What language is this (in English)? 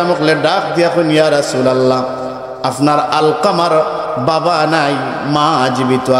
Sylheti